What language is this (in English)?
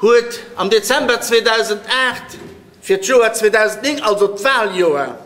Luxembourgish